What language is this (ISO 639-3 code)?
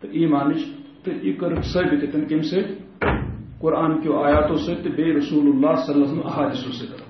kas